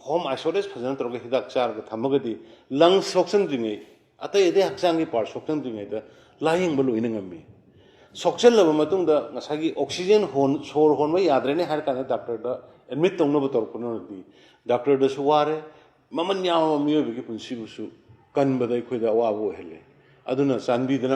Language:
Manipuri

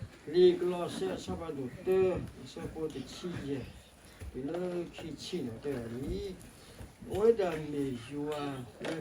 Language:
S'gaw Karen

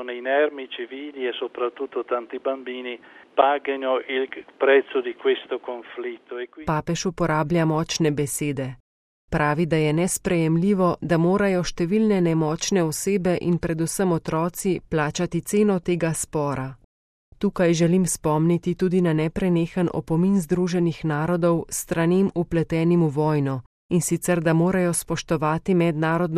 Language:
Slovenian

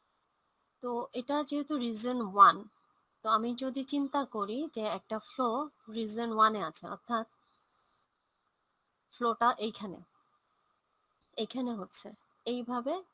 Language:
Bangla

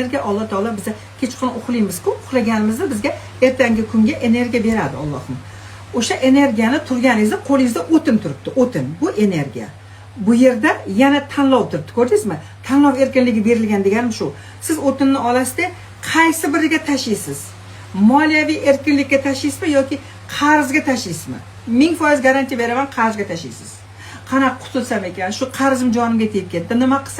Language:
Uzbek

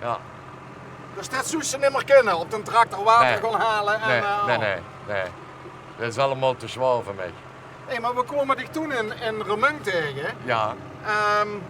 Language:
Limburgish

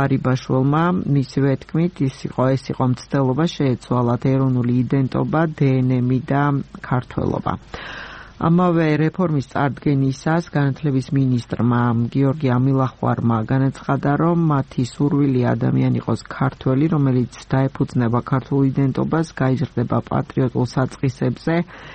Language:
Georgian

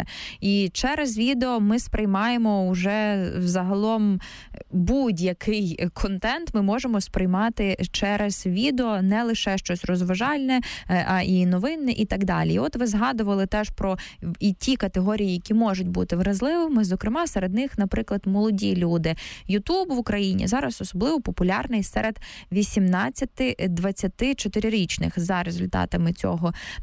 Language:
Ukrainian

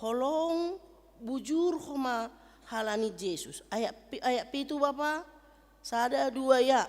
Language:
Batak Simalungun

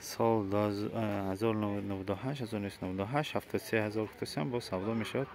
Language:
Tajik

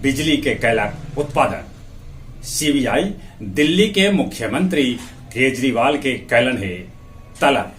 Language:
Magahi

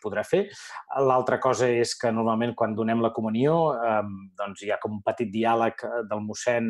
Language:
Catalan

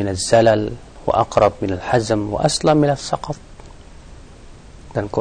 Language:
Indonesian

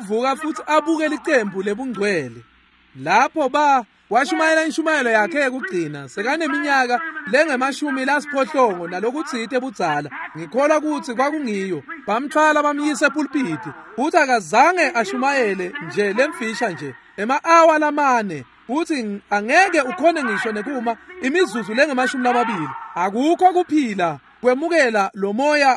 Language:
Swati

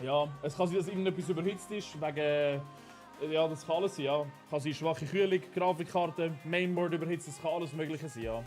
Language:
Swiss German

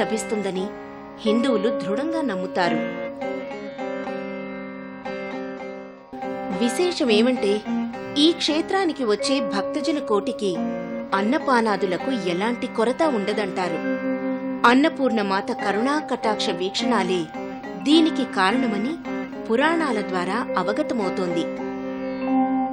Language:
Telugu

